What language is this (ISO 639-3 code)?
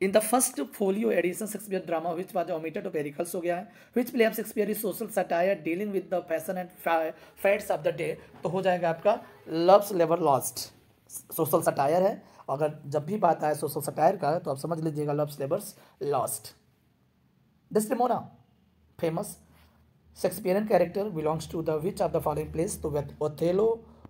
hin